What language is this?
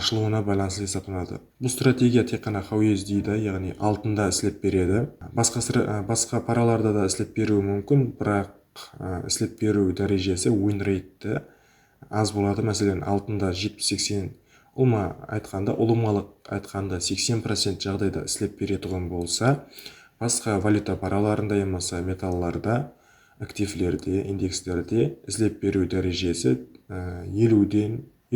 Kara-Kalpak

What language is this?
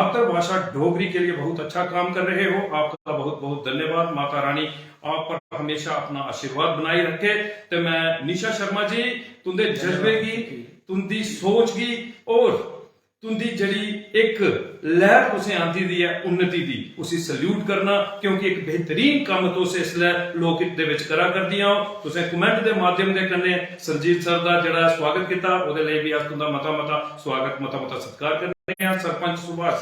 Dogri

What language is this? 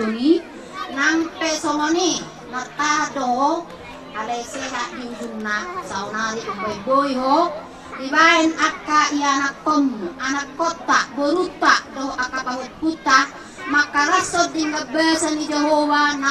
Batak Toba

